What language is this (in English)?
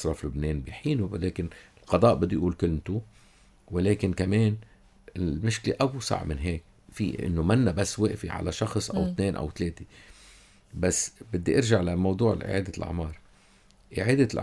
North Levantine Arabic